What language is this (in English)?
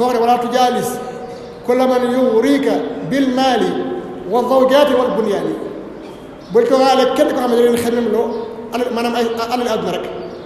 Wolof